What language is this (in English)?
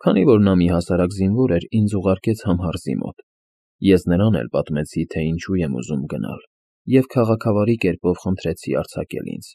Armenian